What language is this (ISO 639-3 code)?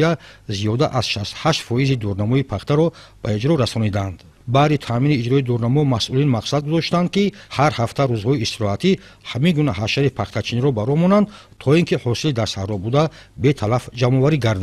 tgk